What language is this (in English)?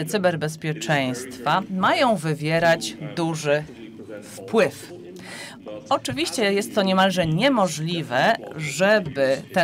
Polish